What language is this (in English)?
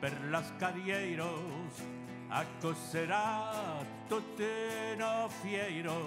Occitan